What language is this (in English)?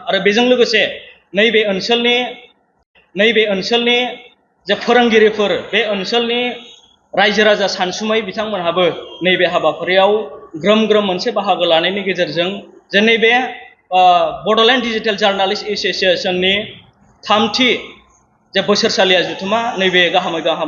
Bodo